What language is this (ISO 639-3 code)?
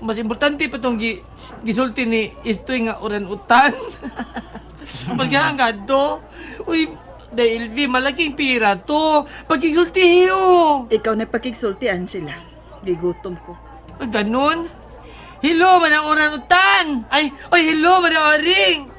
ceb